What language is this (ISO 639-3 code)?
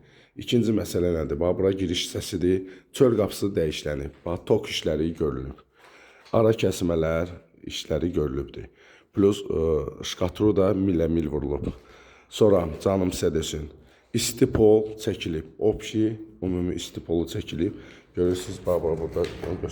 aze